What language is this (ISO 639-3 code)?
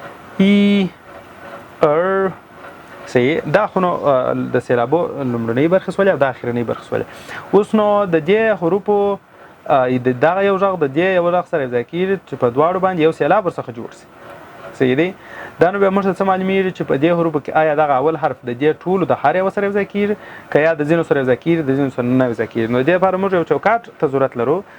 pus